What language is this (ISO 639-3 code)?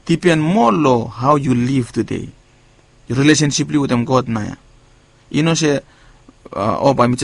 bis